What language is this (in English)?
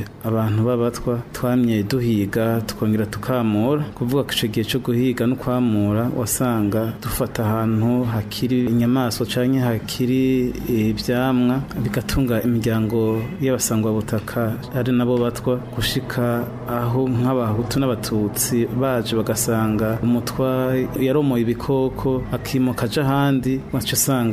Rundi